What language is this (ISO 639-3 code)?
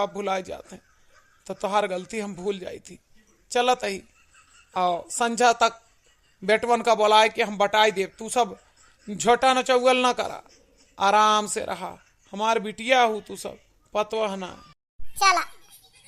awa